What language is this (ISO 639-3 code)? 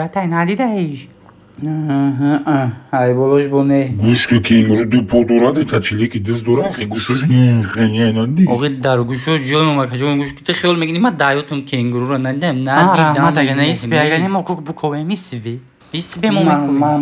tgk